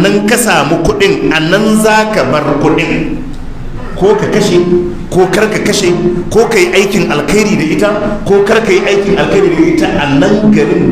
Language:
Hausa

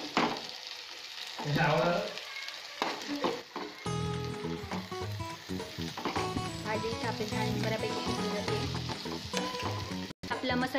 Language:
Marathi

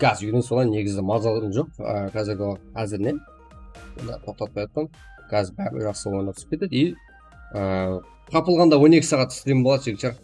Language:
Kara-Kalpak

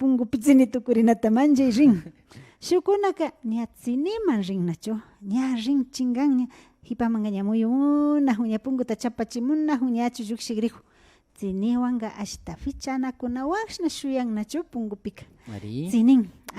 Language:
Imbabura Highland Quichua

